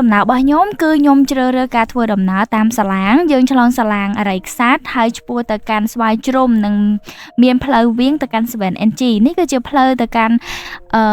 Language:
Khmer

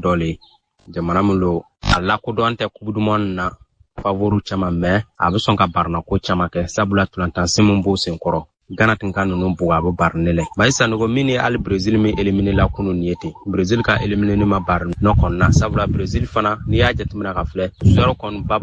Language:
Bambara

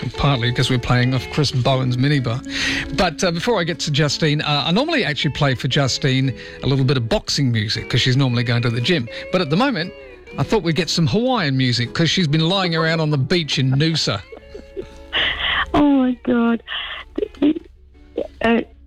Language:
English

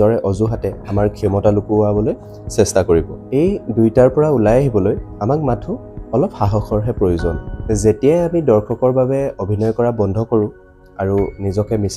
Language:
Assamese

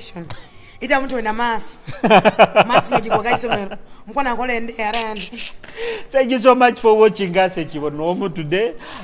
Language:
Nyoro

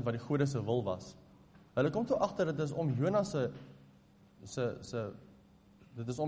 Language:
Afrikaans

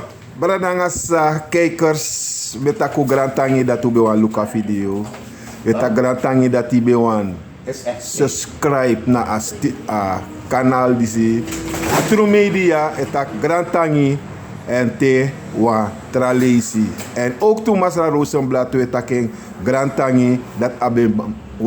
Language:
Sranan Tongo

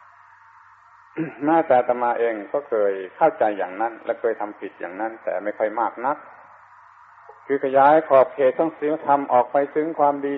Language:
Thai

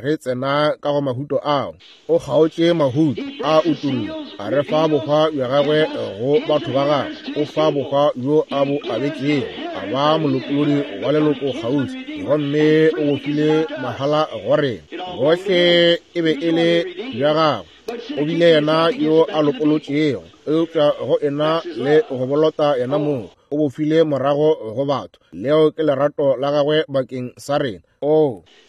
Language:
Northern Sotho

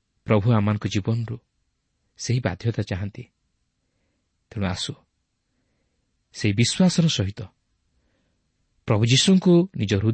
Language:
Odia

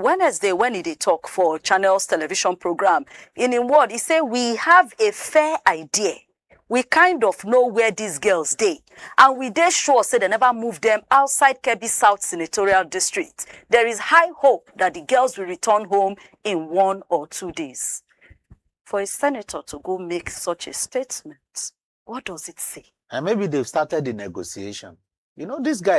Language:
Nigerian Pidgin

